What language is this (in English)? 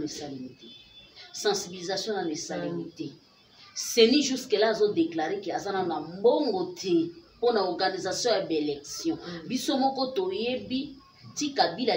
Lingala